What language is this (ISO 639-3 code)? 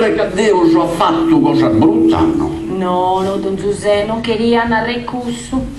srd